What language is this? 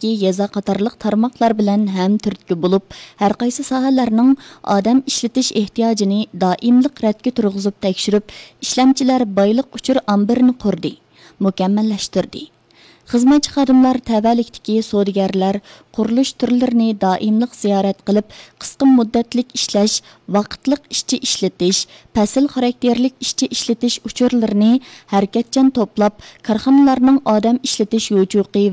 Uyghur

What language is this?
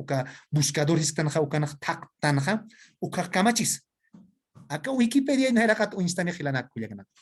Aymara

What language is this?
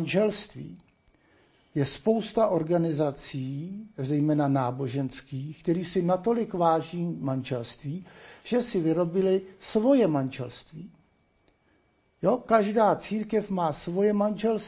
Czech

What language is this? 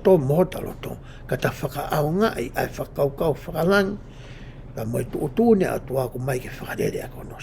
Tongan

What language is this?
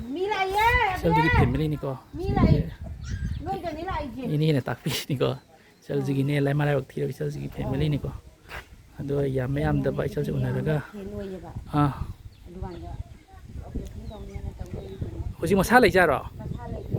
Manipuri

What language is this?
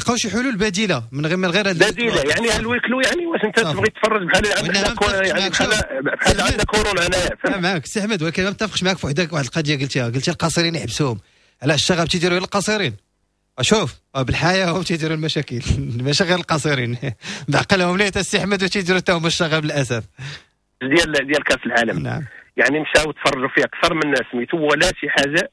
Moroccan Arabic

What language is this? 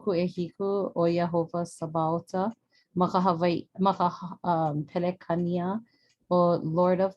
Hawaiian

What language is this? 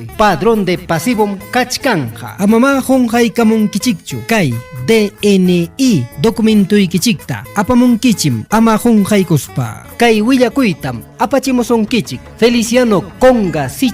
Ayacucho Quechua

